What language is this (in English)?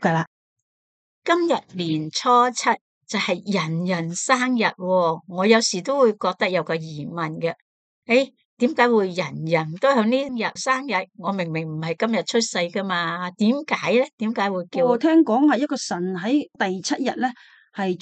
Cantonese